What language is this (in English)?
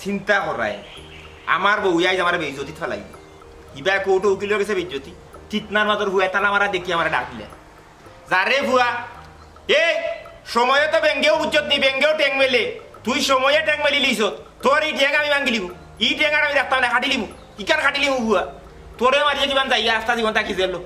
Sylheti